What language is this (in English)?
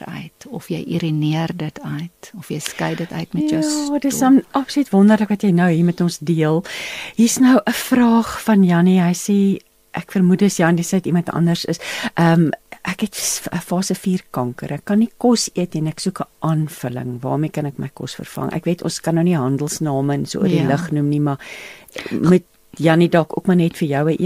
Afrikaans